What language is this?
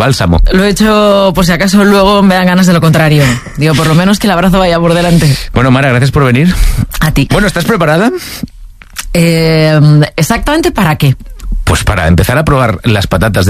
Spanish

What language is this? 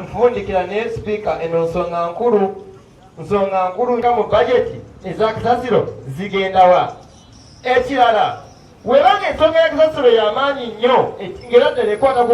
Ganda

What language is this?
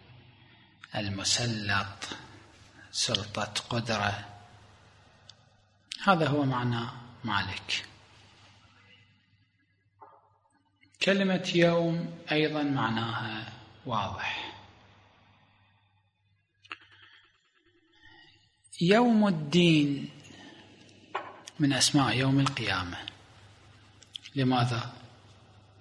Arabic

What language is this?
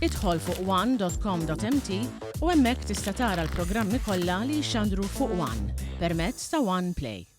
Maltese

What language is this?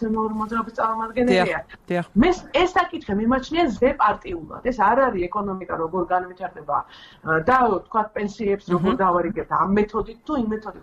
Georgian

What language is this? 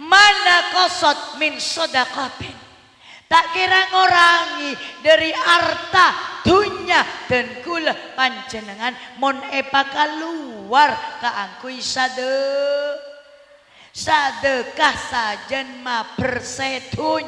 Madurese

